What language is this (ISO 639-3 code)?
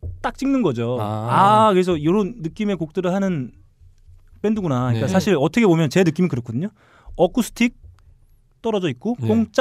kor